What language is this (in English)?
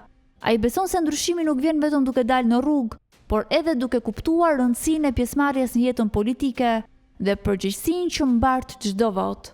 Albanian